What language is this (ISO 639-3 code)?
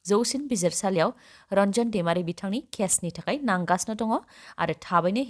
brx